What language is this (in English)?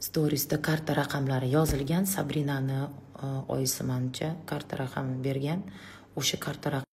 Uzbek